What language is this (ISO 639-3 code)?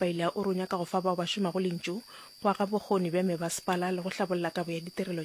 nso